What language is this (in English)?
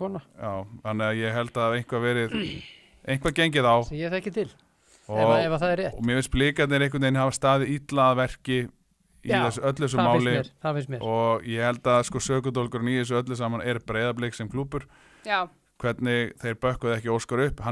Icelandic